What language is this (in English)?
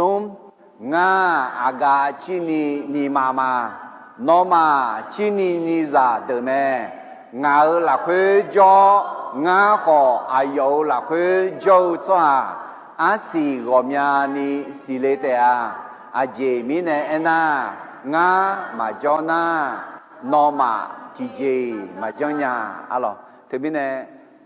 Akha